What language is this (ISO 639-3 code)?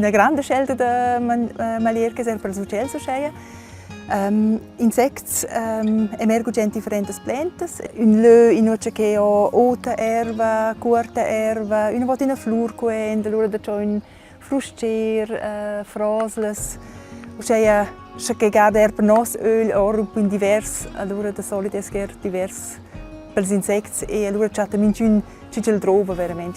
roh